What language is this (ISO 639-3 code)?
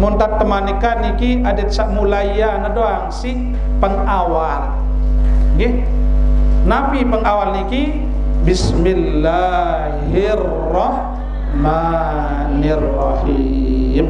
sas